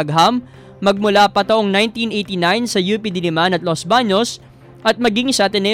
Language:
Filipino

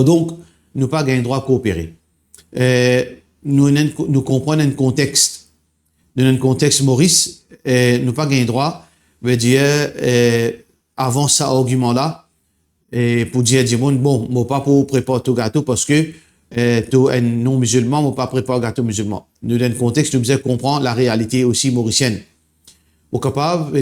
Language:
Morisyen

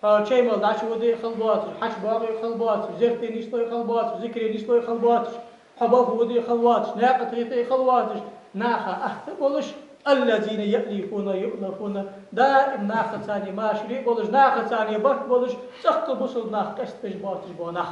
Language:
Ingush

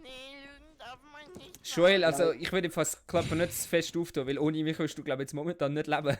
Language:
Swiss German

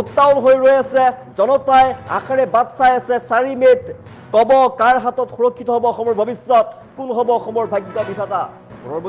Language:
Assamese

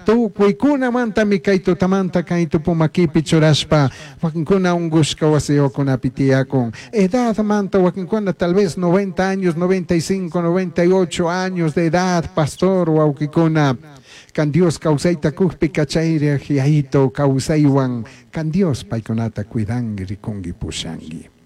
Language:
Chimborazo Highland Quichua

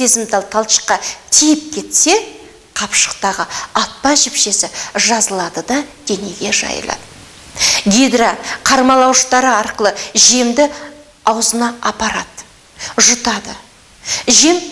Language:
Kazakh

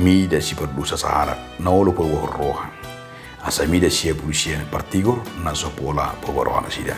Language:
Batak Toba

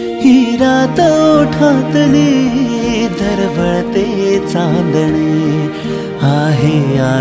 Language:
Marathi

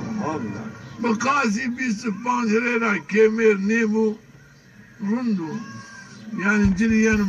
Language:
Zaza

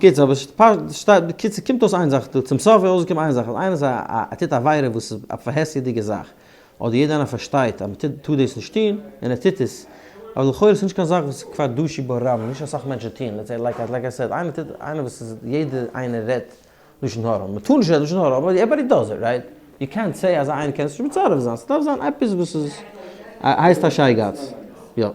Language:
Yiddish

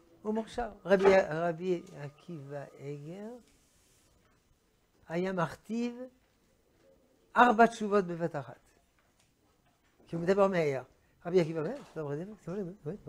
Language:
Hebrew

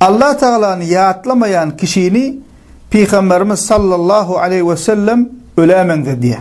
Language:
Turkmen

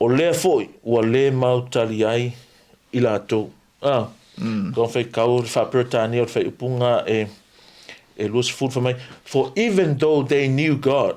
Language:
Samoan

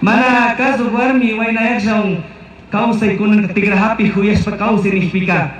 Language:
Chimborazo Highland Quichua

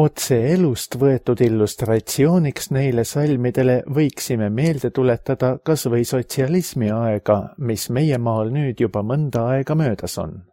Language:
Estonian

